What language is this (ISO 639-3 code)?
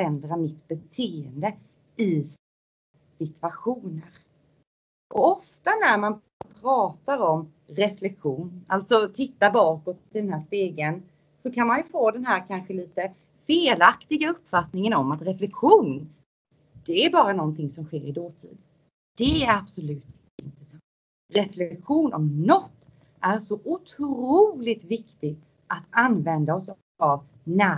swe